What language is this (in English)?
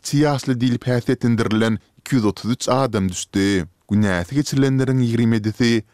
Turkmen